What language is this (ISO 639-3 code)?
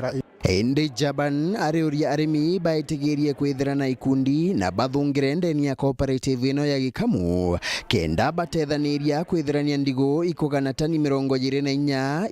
mer